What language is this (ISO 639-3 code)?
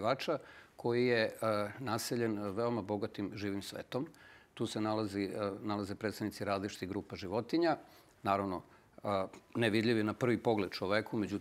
srp